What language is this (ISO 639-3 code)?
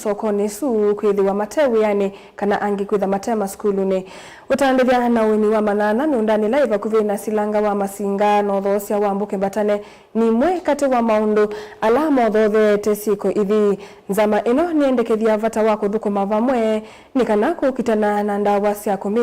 kam